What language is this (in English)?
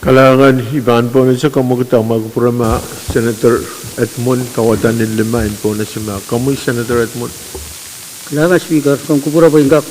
Pohnpeian